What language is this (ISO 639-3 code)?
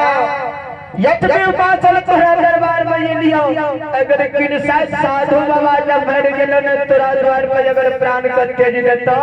mai